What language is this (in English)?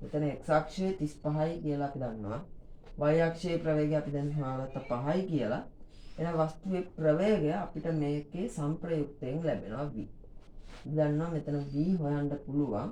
Sinhala